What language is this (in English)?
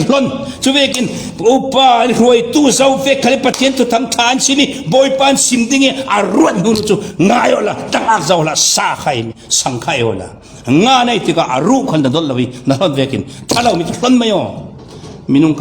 Falam Chin